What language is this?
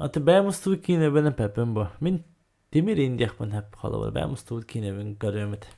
Yakut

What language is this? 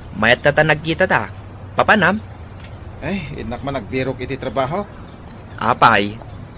Iloko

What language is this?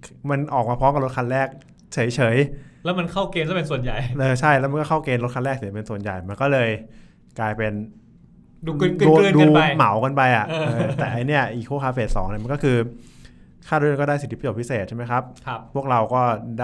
Thai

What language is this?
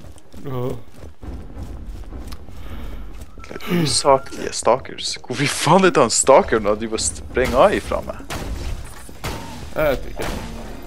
Norwegian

